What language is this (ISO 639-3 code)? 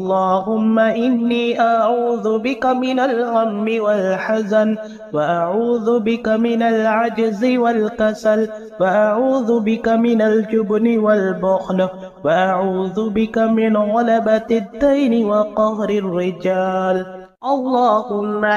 ara